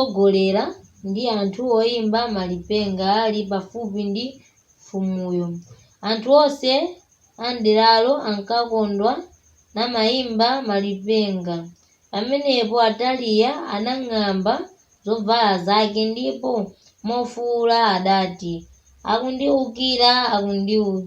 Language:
Nyanja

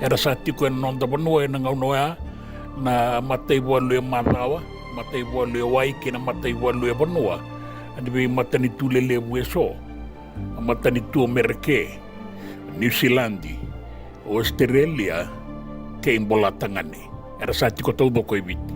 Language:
Fijian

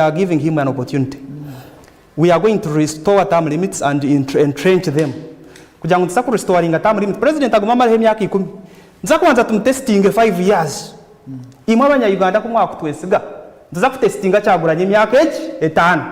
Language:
Nyankole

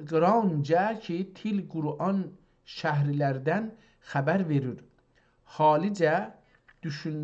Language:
South Azerbaijani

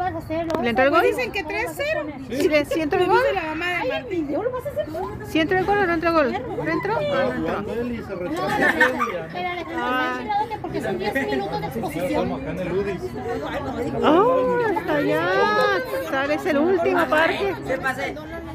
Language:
Spanish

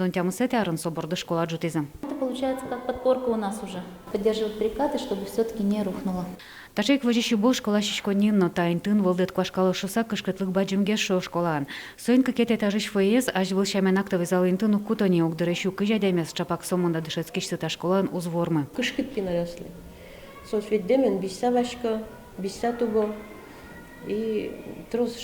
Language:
Udmurt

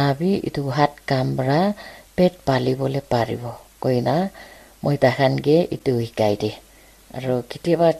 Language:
Naga Pidgin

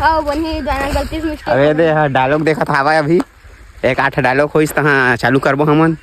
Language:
Chhattisgarhi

